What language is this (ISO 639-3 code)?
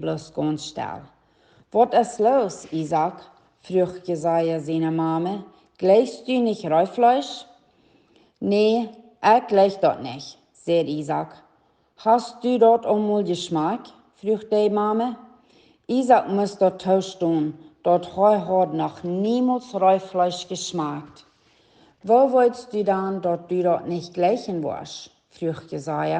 pdt